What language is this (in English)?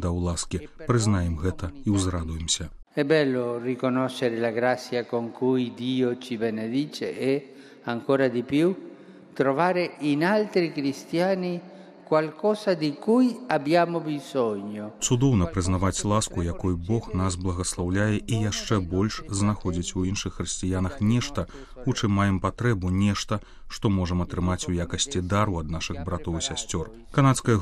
Belarusian